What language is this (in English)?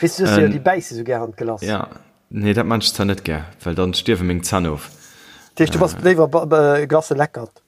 Luxembourgish